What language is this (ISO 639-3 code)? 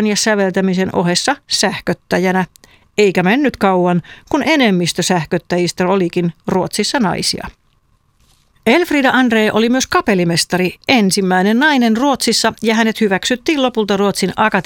fin